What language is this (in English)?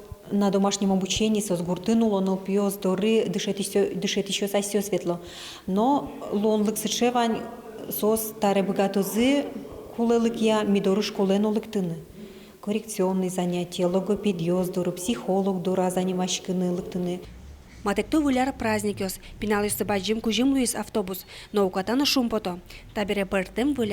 Udmurt